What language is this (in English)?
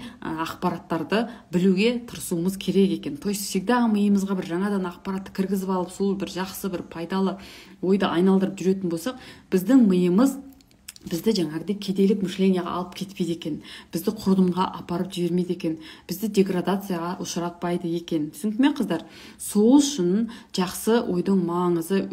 Kazakh